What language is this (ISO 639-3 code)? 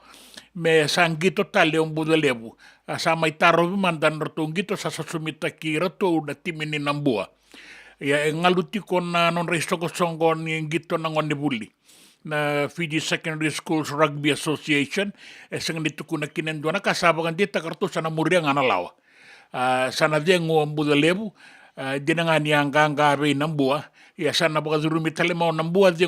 fij